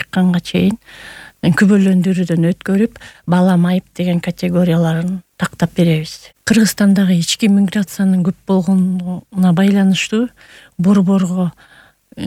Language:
Kyrgyz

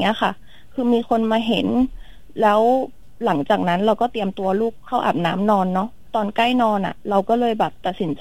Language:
Thai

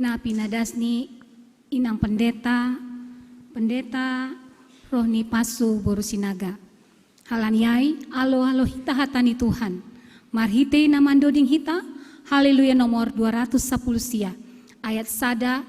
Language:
Batak Simalungun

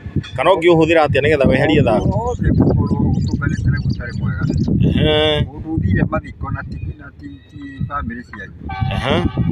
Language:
Kikuyu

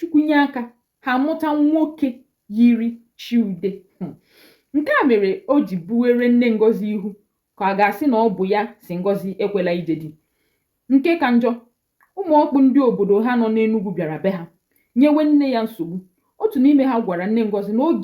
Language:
Igbo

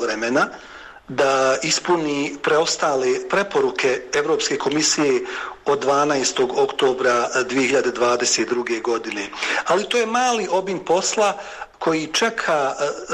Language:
Bosnian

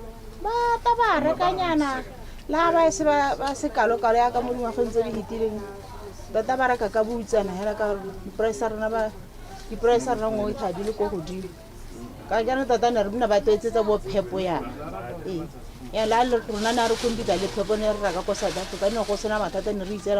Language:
Tswana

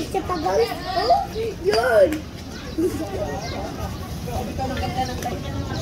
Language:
Filipino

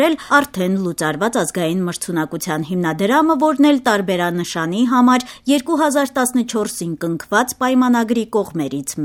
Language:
Armenian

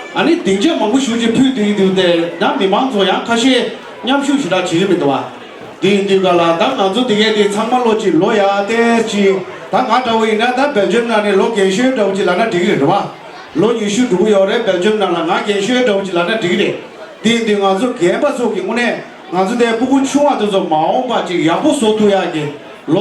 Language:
Tibetan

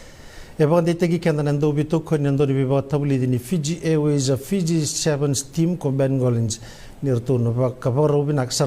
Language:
Fijian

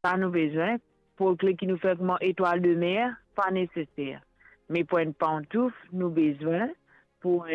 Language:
Morisyen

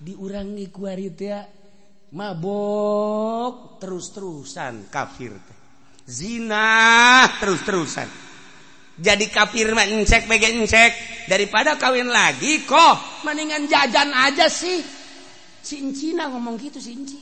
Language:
Sundanese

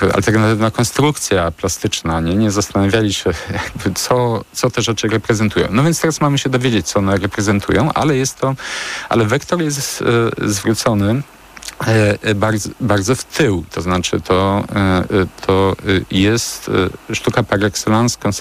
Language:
Polish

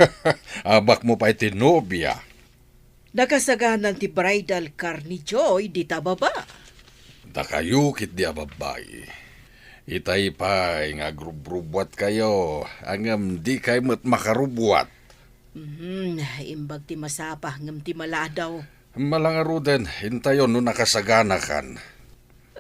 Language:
Iloko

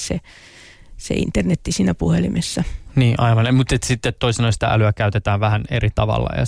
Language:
Finnish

